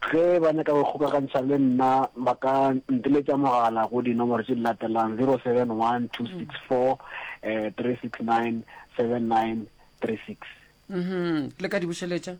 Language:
Northern Sotho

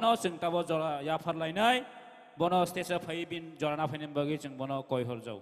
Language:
Kok Borok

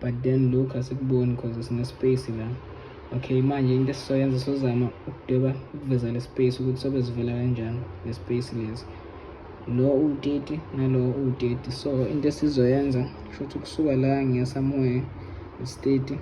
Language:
Zulu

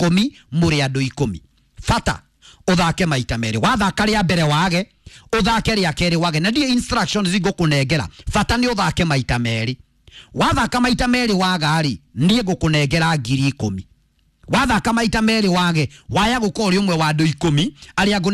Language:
Kikuyu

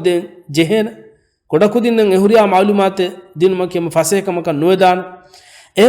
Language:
Divehi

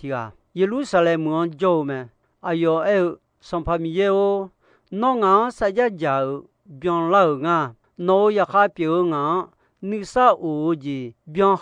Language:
Akha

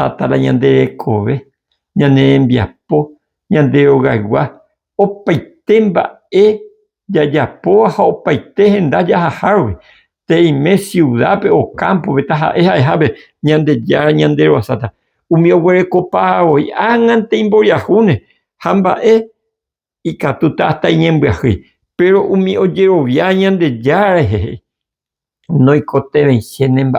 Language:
Guarani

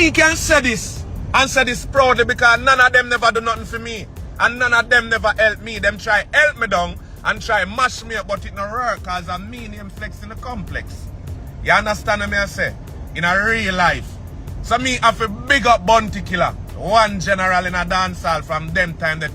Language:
Jamaican Creole English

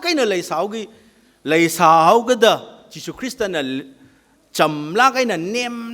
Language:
Tangkhul Naga (India)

